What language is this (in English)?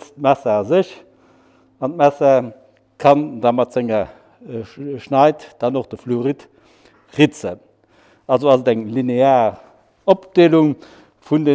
Luxembourgish